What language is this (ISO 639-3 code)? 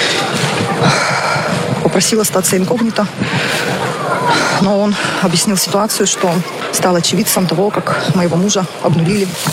rus